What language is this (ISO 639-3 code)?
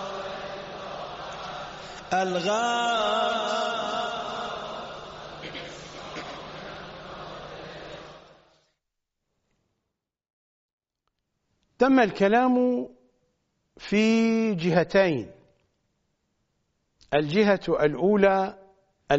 ara